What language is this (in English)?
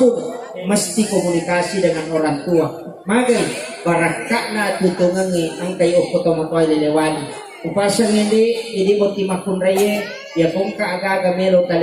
Buginese